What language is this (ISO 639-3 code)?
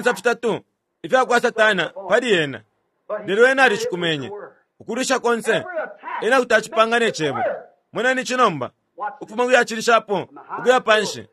bem